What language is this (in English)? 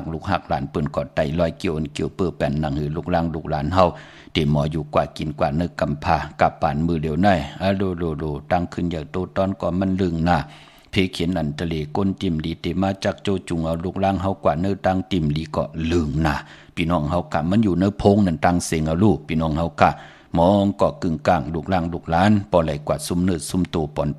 Shan